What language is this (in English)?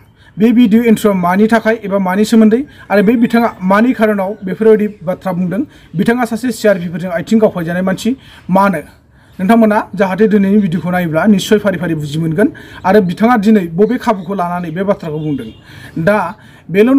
Bodo